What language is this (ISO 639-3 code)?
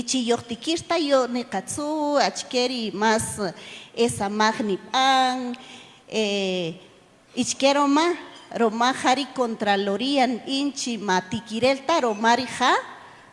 cak